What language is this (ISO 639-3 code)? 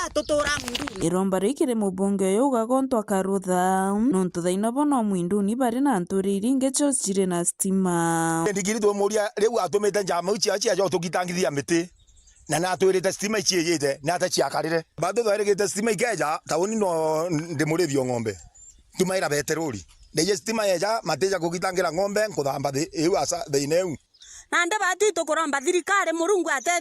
mer